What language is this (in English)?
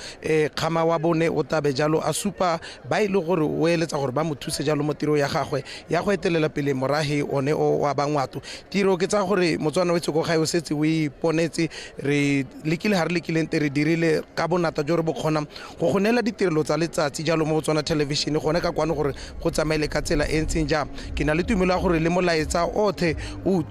Tswana